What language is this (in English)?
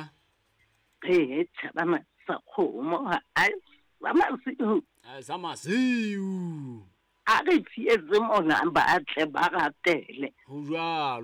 Southern Sotho